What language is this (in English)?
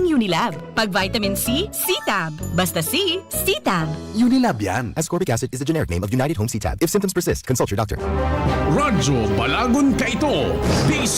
Bikol